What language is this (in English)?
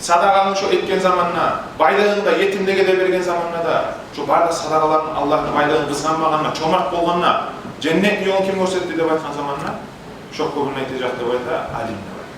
Kumyk